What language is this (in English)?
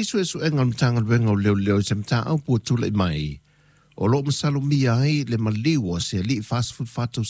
Samoan